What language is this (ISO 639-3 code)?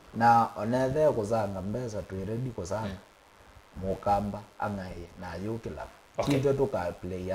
kam